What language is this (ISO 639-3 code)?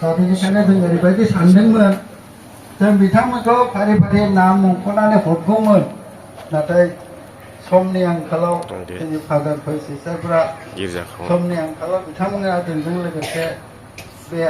brx